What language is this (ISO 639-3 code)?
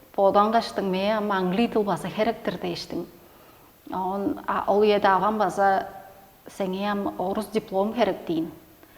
tyv